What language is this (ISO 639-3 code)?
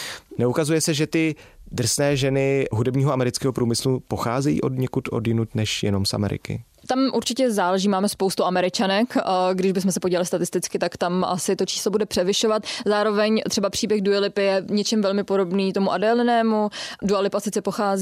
ces